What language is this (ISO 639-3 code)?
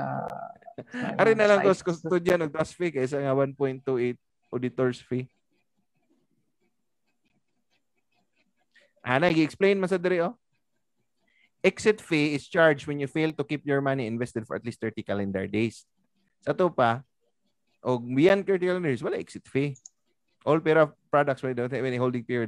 ceb